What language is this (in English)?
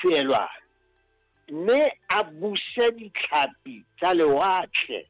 Southern Sotho